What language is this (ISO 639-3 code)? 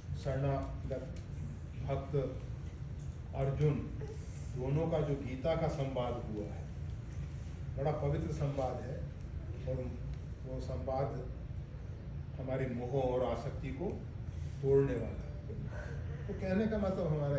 hin